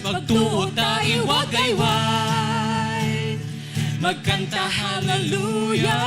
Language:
Hiligaynon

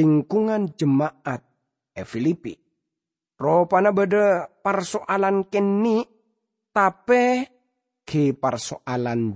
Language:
Madurese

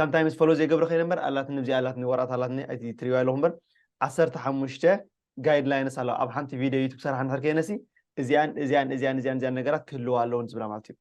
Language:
Tigrinya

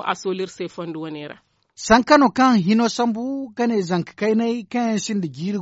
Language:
Zarma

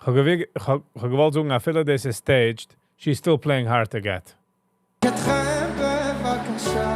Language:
Yiddish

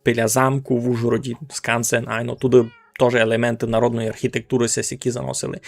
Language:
Rusyn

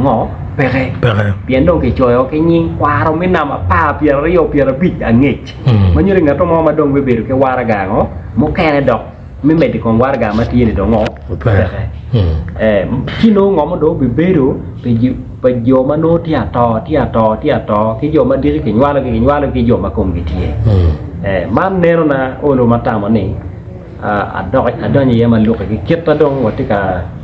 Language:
Acoli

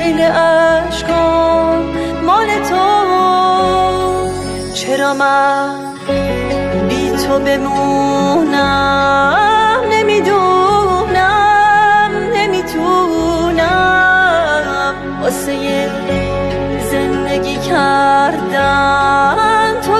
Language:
Persian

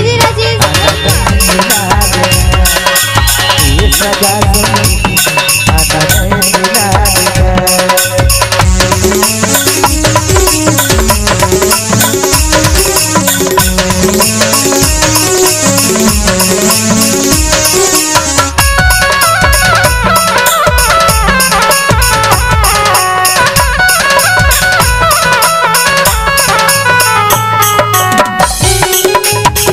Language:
Chhattisgarhi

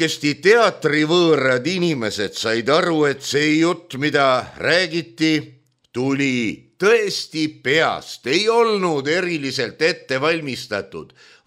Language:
Estonian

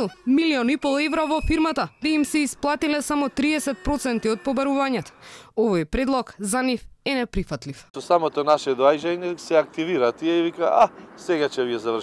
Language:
Macedonian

